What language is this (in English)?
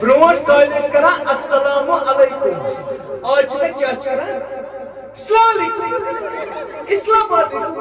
Kashmiri